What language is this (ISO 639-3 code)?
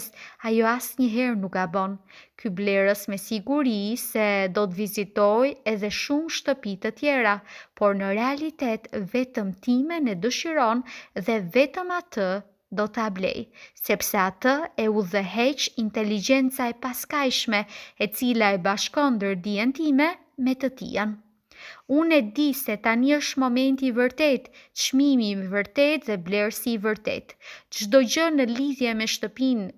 sqi